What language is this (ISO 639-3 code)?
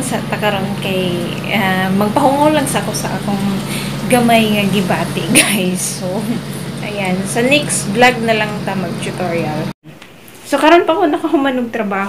ceb